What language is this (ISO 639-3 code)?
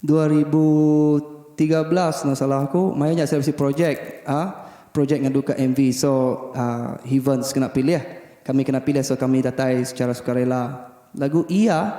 iba